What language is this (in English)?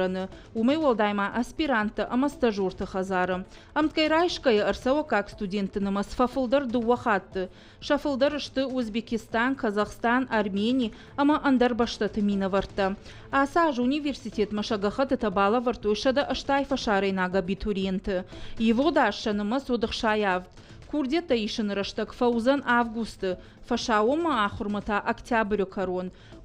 Ossetic